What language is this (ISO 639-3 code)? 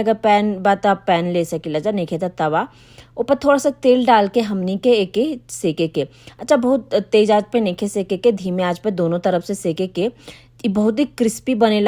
bho